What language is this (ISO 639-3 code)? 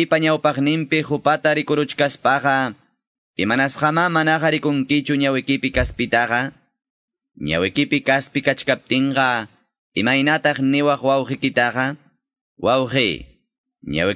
quy